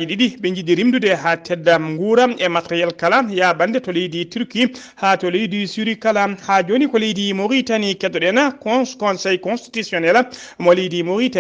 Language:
Fula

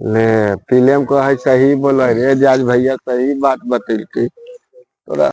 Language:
Magahi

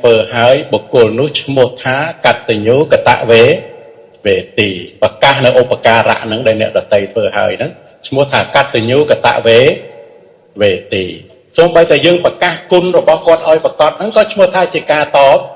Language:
Khmer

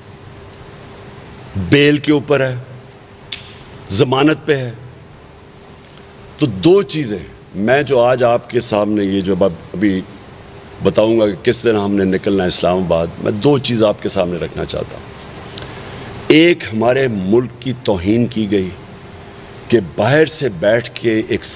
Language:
Urdu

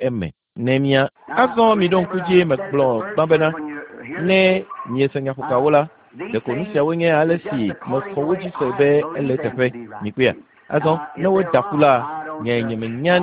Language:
Ewe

